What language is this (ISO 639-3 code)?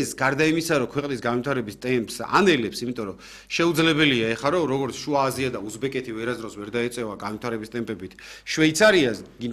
kat